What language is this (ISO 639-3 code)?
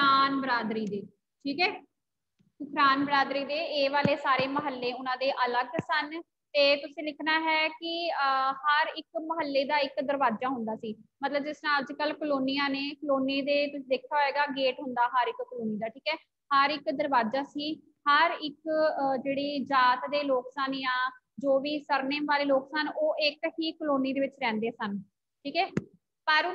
pan